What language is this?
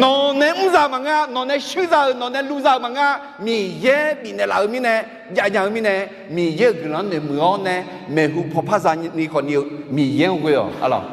Akha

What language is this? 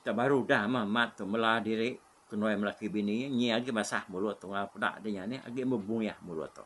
Iban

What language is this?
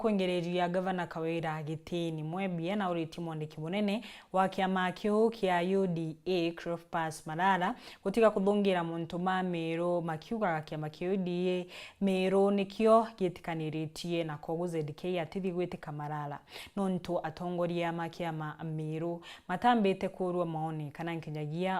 Meru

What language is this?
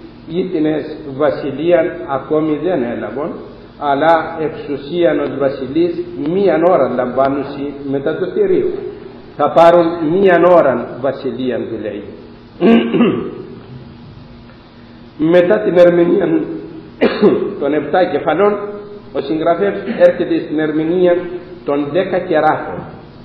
Greek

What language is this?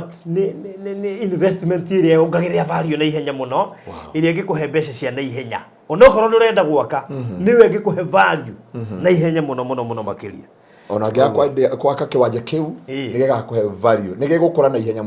Kikuyu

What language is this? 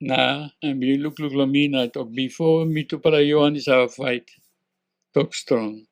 Tok Pisin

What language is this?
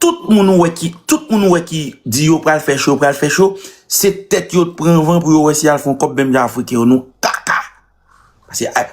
Haitian Creole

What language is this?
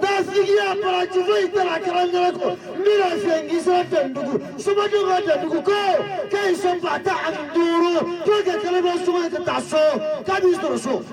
Bambara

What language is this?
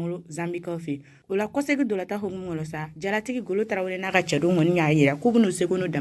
Bambara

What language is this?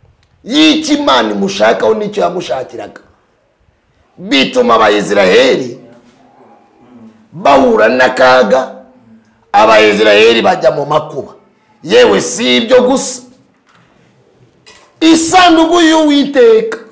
Kinyarwanda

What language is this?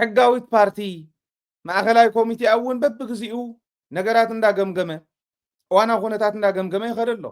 Tigrinya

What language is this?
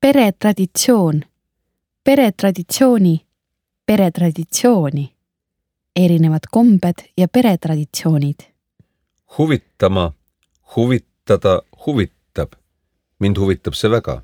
Estonian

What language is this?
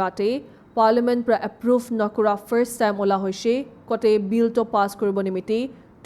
Naga Pidgin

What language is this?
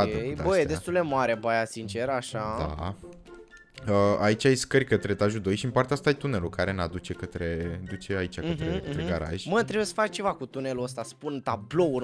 Romanian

